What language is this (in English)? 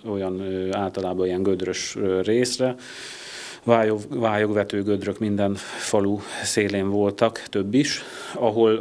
Hungarian